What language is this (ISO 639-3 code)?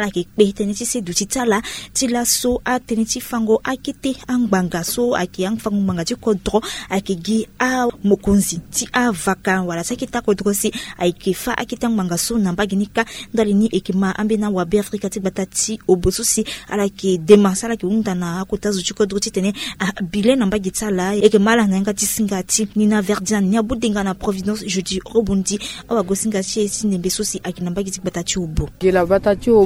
sag